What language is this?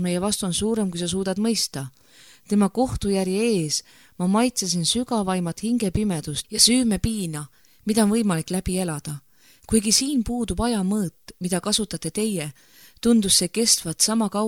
Estonian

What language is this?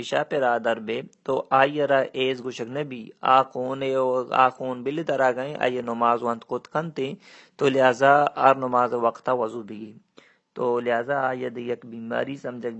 Baluchi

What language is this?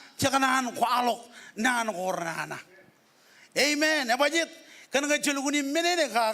Marshallese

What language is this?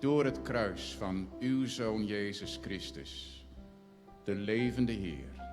Western Frisian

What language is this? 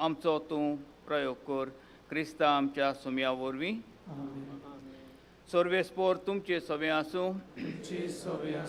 Konkani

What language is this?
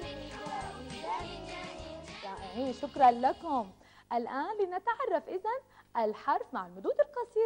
Arabic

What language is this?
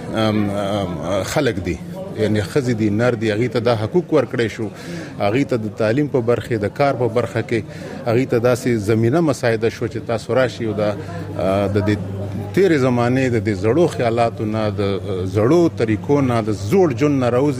Pashto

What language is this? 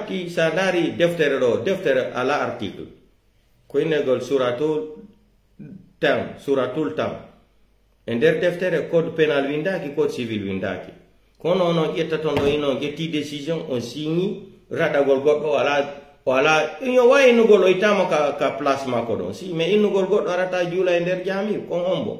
Pular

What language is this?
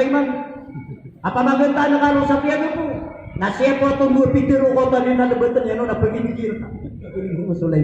Maranao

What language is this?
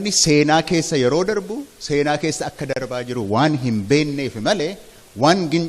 Oromo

